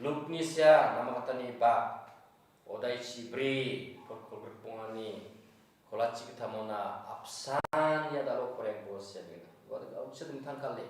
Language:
Garo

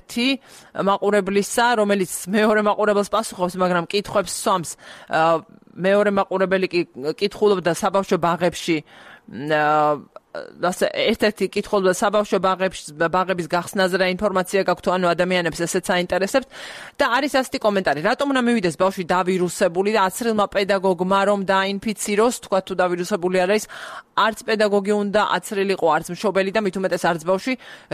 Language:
Georgian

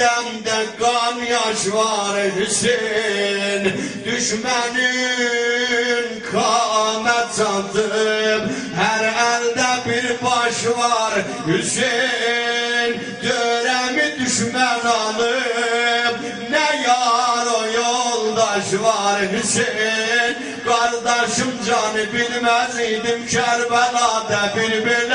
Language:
South Azerbaijani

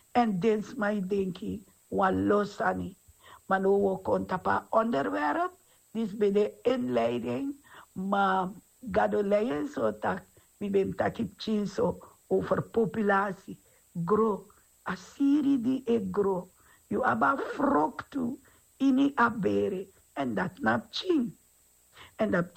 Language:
Sranan Tongo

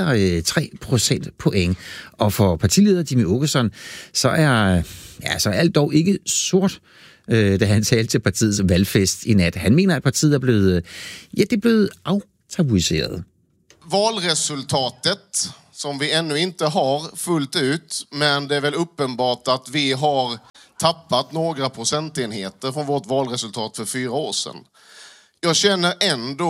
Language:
Danish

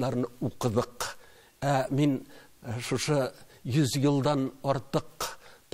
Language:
Tatar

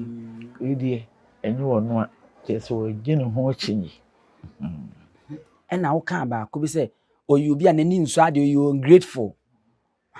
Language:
Akan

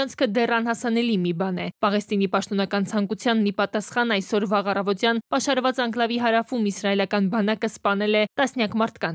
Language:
Armenian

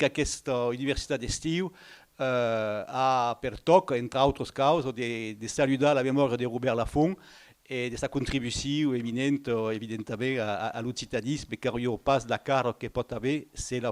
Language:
Occitan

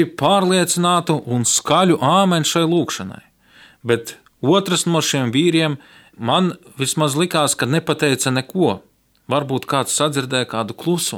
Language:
Latvian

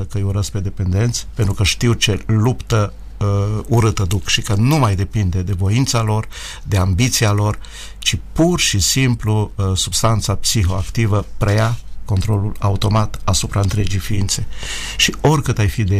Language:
Romanian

